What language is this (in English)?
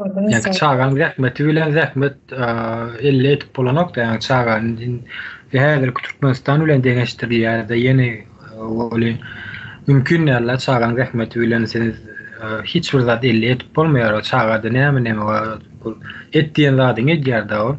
Turkmen